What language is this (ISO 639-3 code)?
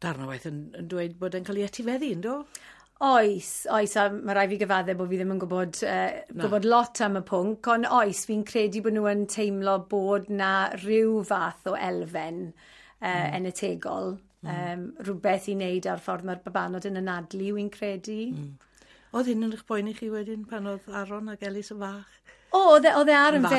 cym